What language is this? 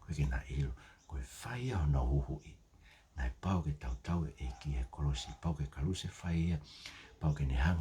Tongan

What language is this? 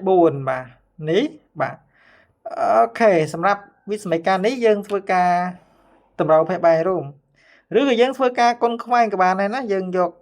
Khmer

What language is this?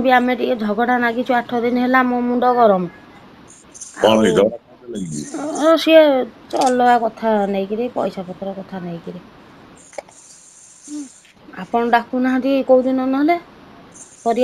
Odia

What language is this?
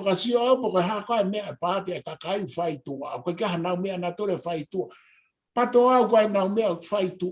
Tongan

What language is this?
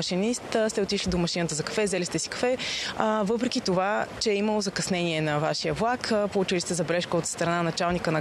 Bulgarian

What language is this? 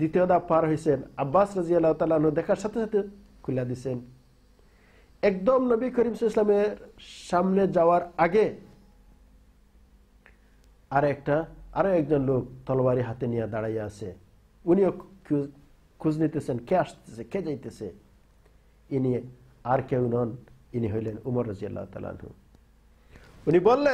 Bangla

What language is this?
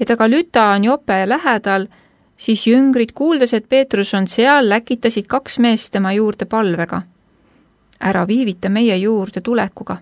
Estonian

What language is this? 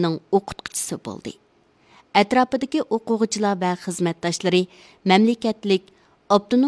Uyghur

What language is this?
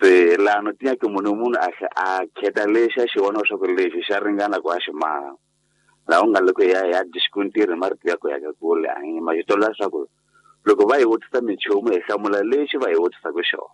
Tsonga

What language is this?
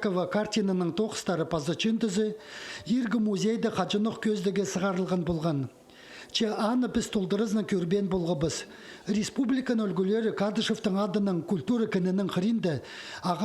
Khakas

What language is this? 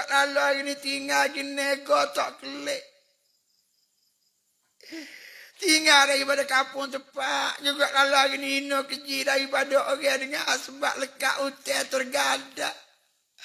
Pattani Malay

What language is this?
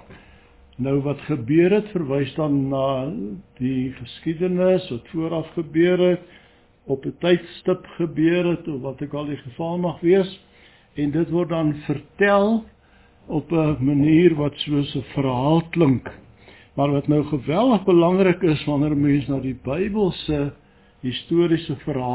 Afrikaans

